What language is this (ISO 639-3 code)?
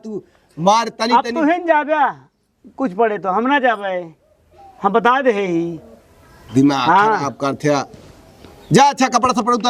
awa